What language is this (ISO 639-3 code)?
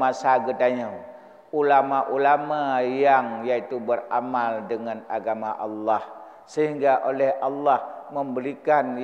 ace